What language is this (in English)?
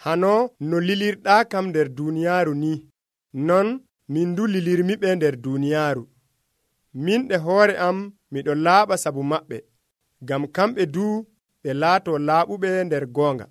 Nigerian Fulfulde